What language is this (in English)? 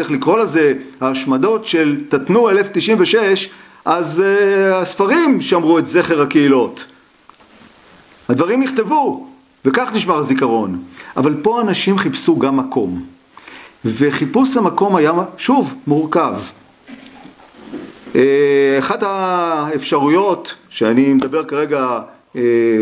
Hebrew